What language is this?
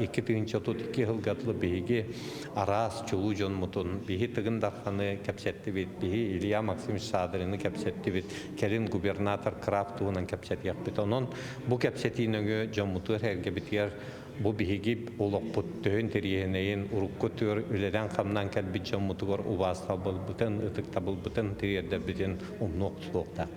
Yakut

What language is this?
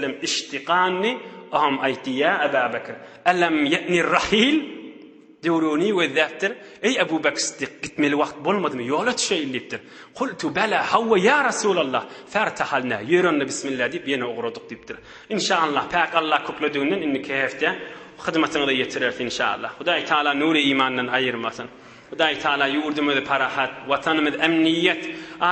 Turkmen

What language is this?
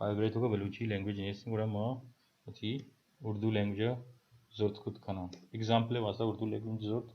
Baluchi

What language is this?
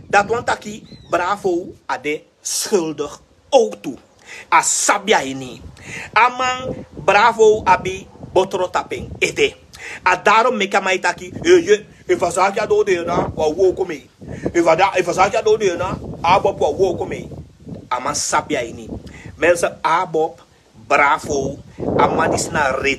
Sranan Tongo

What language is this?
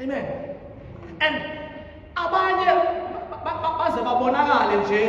Zulu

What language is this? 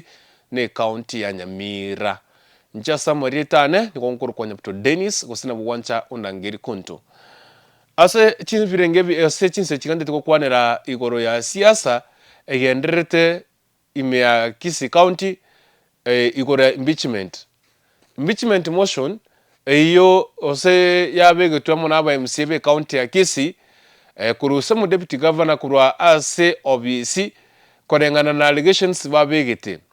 Gusii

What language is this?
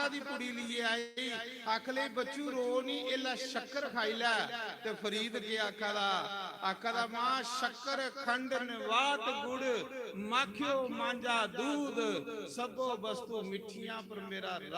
Dogri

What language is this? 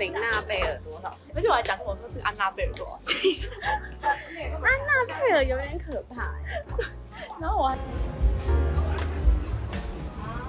Chinese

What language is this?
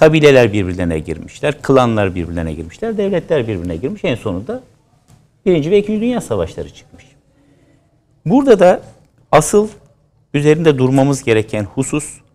Turkish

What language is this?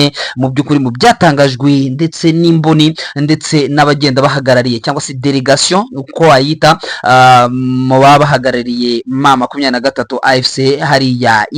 Kinyarwanda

